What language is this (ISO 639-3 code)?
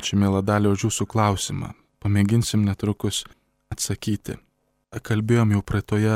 lit